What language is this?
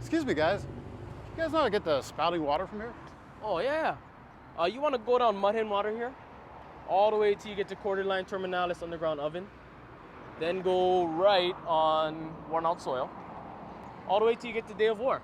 Hawaiian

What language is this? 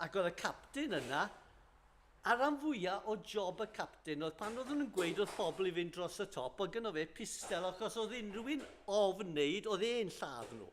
Welsh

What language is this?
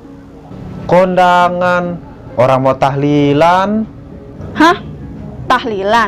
Betawi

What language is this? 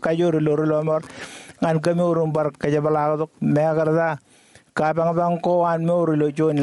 Marshallese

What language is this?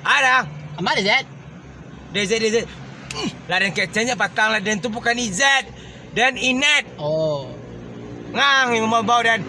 Minangkabau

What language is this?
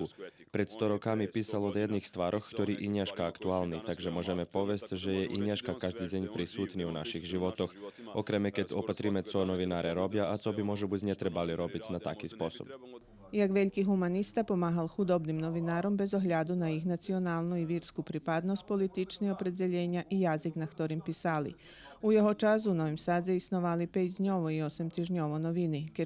Rusyn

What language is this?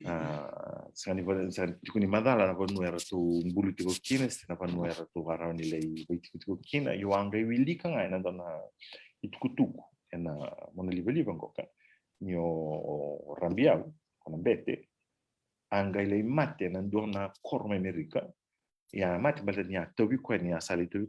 Fijian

